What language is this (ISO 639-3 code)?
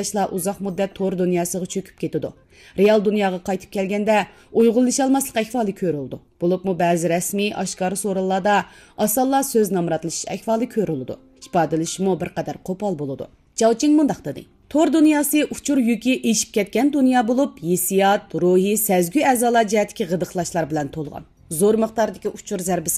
uig